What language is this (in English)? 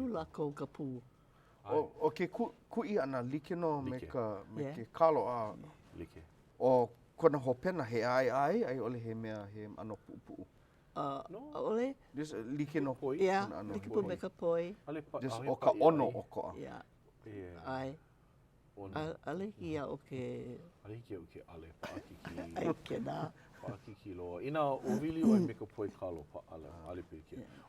Hawaiian